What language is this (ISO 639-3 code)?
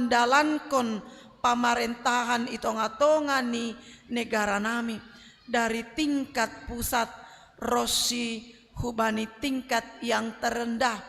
bts